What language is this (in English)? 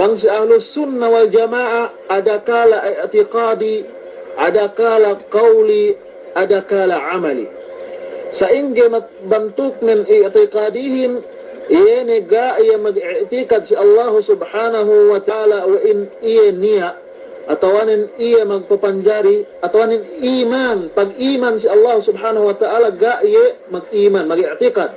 Yakan